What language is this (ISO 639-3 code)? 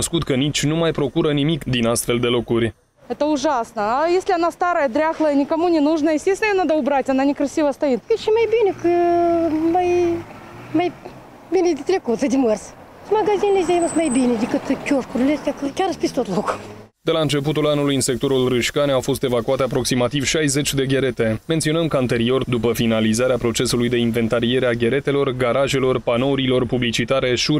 ron